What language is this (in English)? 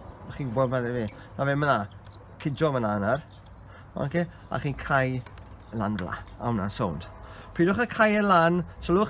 Welsh